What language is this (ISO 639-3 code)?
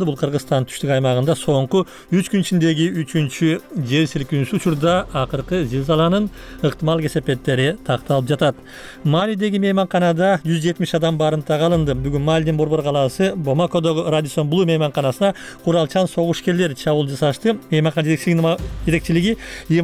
kir